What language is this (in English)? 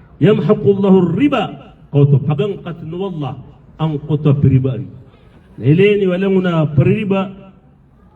Maranao